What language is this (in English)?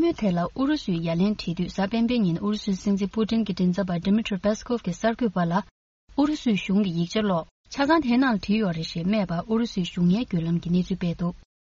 Tibetan